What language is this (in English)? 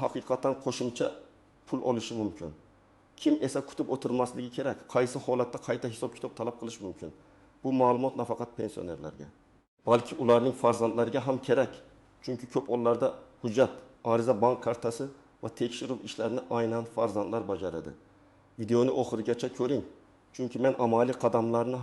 Uzbek